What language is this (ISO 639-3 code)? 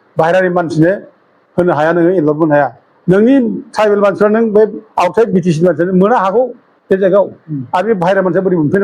brx